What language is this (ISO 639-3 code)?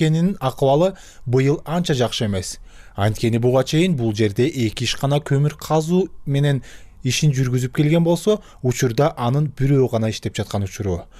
kir